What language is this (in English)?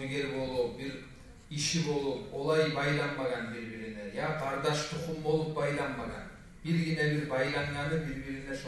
Kumyk